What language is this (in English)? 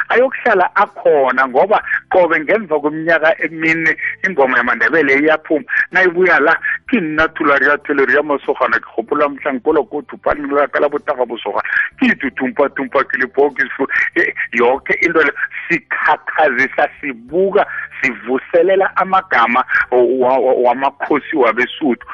South Ndebele